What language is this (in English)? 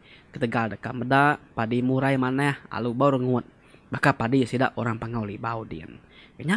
Iban